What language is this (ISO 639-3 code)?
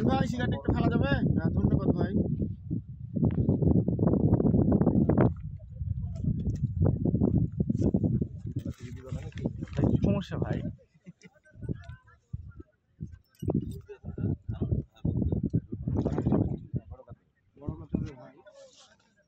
ben